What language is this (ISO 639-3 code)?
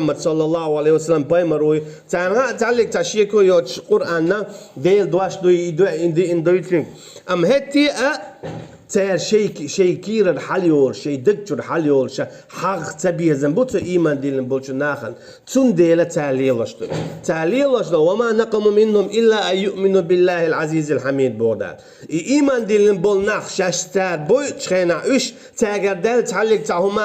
che